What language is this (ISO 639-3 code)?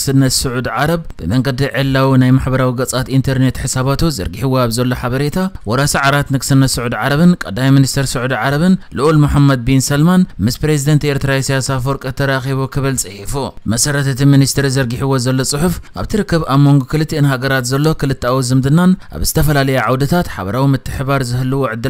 tir